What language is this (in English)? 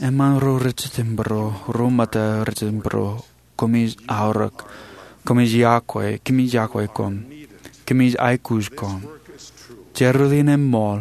Marshallese